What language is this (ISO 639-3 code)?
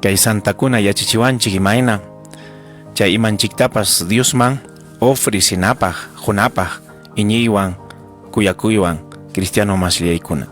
quy